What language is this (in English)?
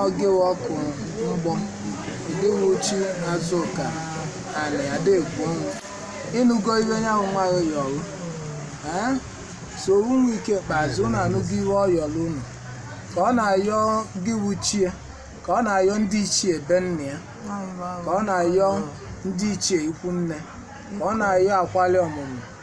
Igbo